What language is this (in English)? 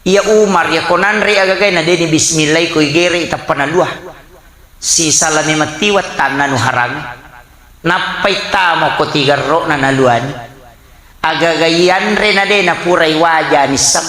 Buginese